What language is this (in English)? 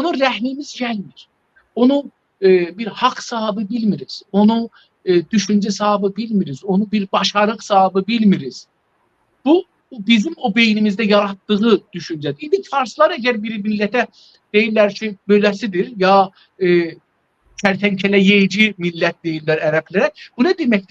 South Azerbaijani